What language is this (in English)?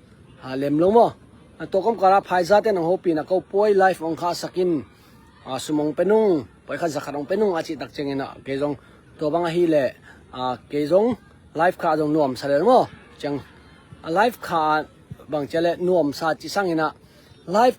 Tedim Chin